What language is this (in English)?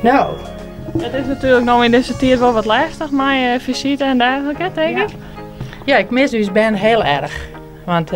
Western Frisian